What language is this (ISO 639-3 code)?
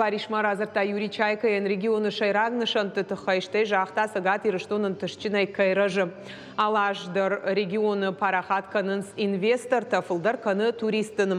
oss